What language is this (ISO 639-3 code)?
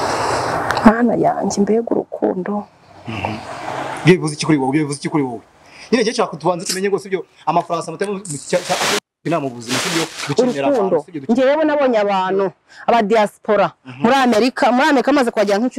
kin